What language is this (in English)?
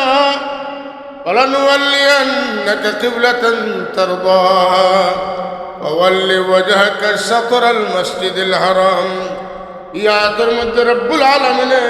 Sylheti